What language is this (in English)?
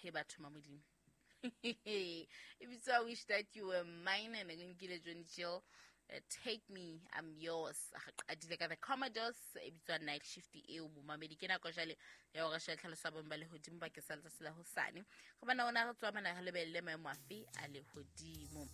Southern Sotho